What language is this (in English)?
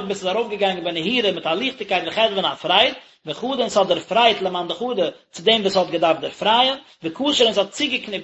Yiddish